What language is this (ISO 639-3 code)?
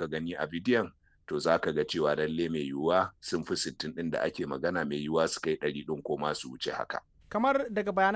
hau